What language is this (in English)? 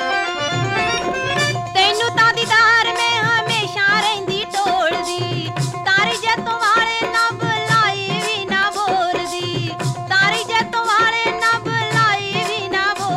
Punjabi